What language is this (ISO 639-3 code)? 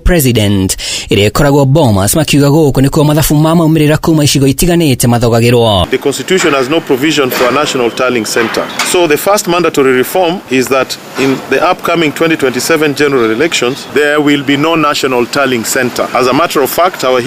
kik